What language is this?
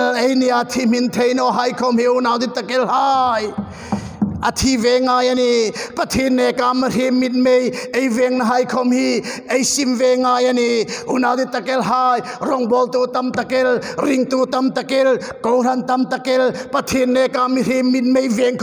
Hmar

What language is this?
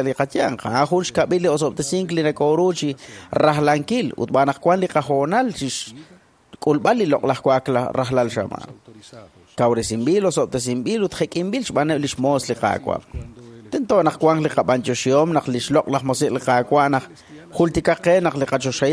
Kekchí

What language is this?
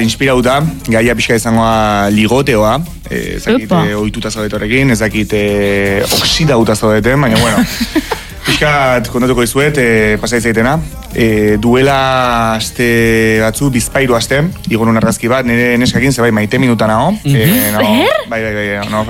Basque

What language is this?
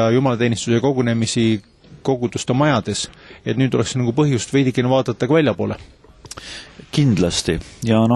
Estonian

